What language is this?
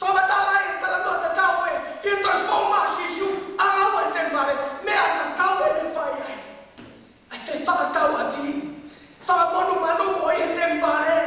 Tongan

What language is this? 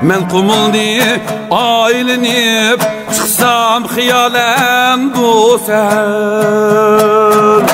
Uyghur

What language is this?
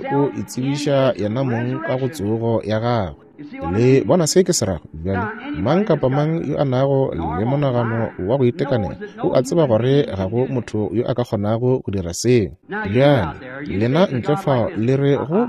Northern Sotho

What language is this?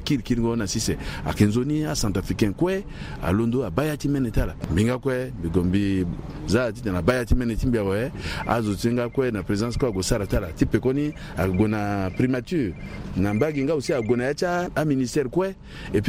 Sango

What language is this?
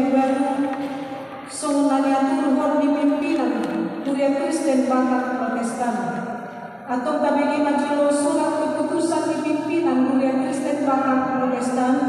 Batak Toba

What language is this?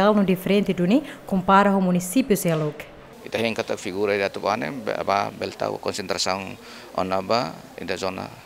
Tetum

